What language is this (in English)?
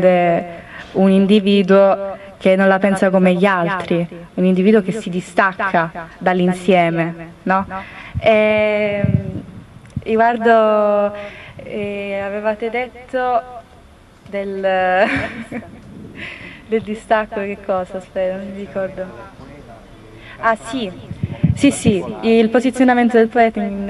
Italian